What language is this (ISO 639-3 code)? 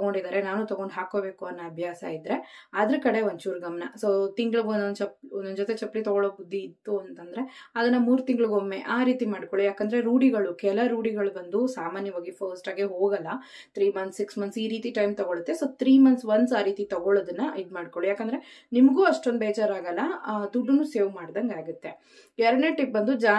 kan